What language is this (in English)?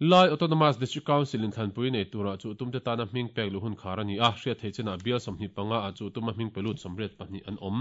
Mizo